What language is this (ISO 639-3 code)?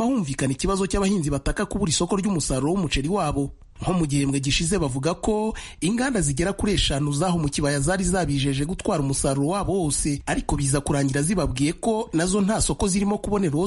kin